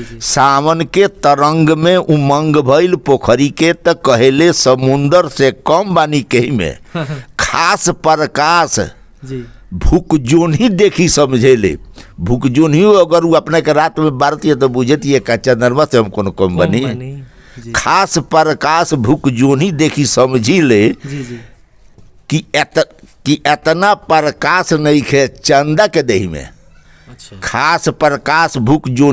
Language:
Bhojpuri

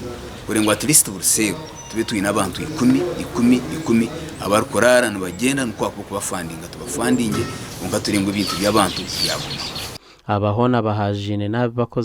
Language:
Nyankole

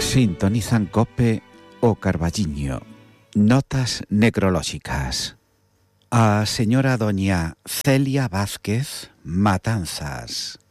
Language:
Galician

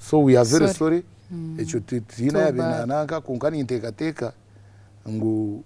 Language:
Nyankole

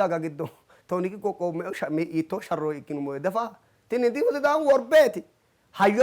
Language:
Sidamo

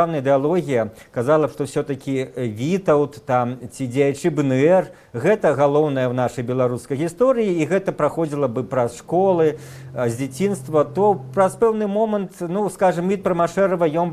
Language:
Belarusian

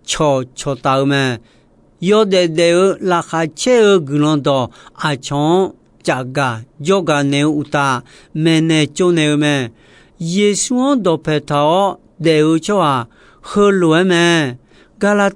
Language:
Akha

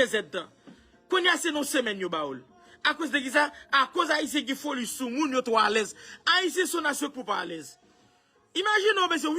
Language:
Haitian Creole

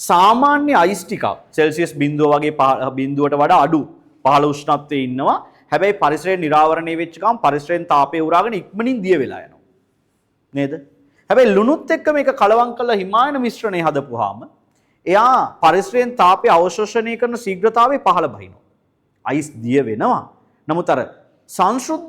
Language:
Sinhala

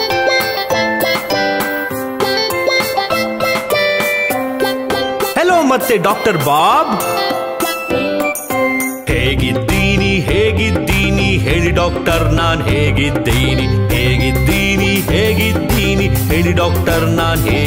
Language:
Kannada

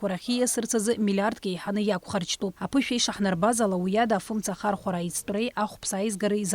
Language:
Abkhazian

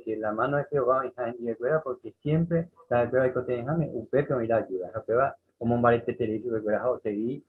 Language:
Guarani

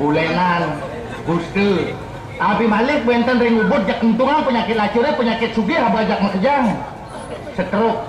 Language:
Balinese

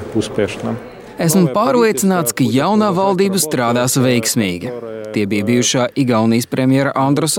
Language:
Latvian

